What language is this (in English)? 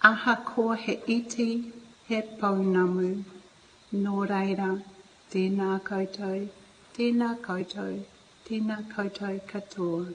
Māori